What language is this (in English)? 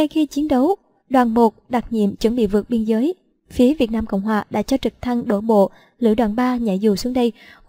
Vietnamese